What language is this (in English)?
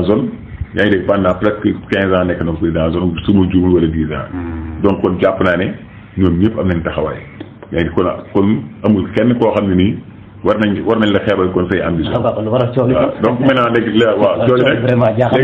Wolof